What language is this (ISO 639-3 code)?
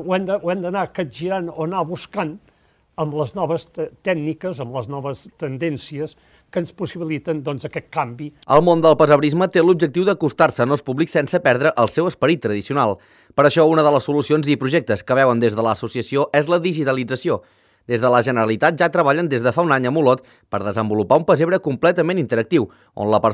cat